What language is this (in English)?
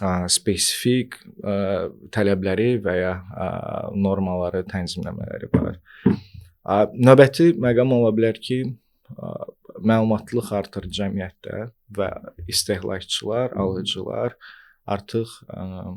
Azerbaijani